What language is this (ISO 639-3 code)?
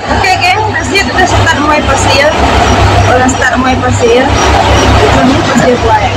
iba